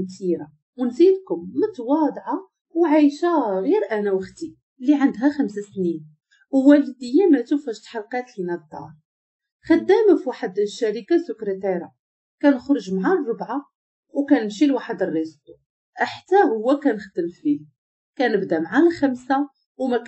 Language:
Moroccan Arabic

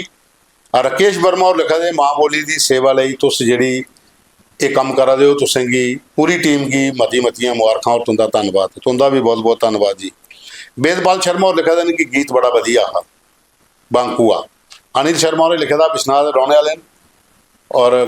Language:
Dogri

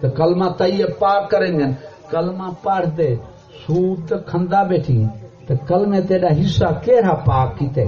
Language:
Saraiki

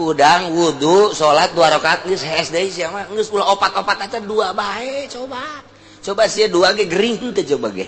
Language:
Sundanese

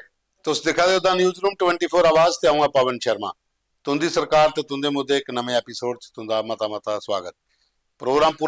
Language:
Dogri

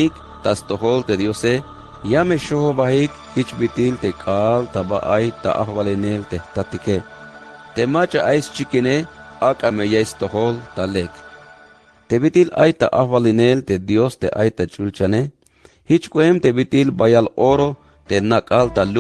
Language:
Tzeltal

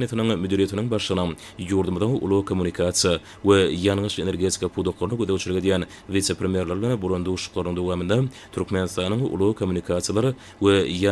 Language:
Turkmen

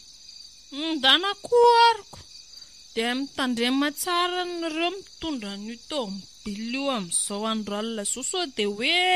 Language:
Malagasy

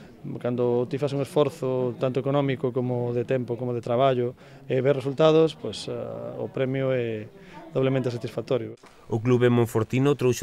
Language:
Galician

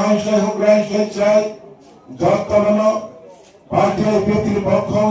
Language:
Riang (India)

